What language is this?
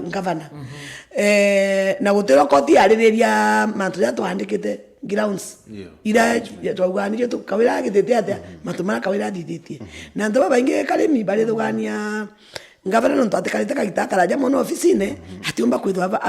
Meru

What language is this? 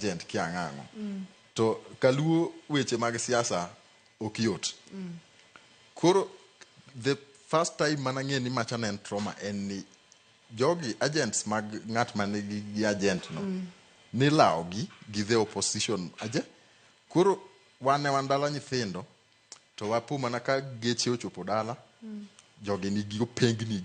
Luo (Kenya and Tanzania)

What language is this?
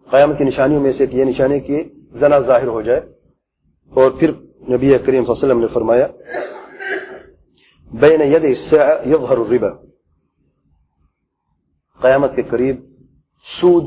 Urdu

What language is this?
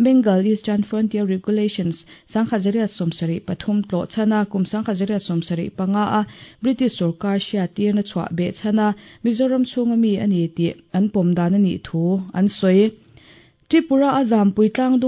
Mizo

